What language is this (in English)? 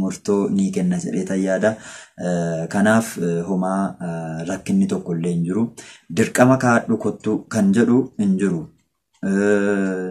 Oromo